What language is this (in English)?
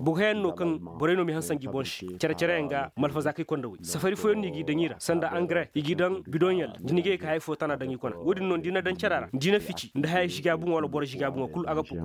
Zarma